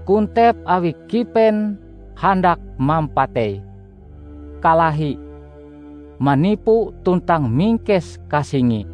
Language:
Ngaju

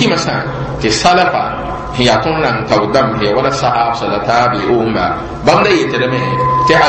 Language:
Mossi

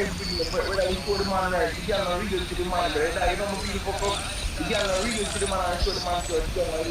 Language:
Jamaican Creole English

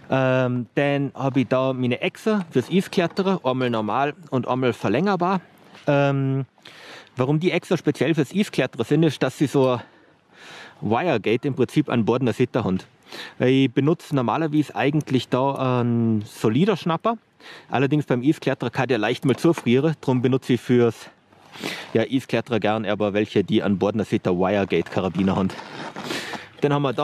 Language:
German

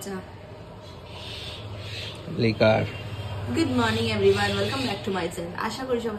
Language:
Bangla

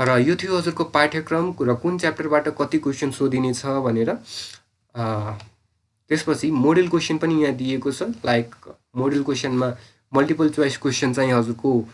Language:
Nepali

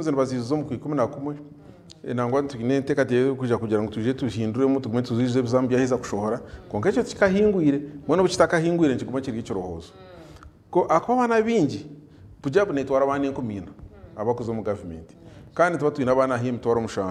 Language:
Nyankole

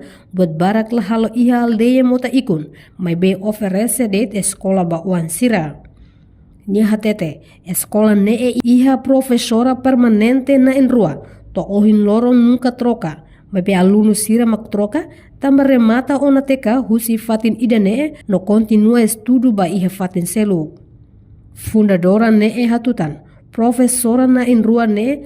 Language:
Tetum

